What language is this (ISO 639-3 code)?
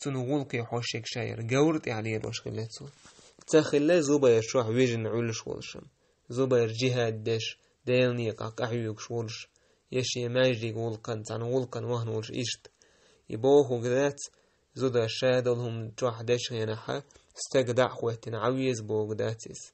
che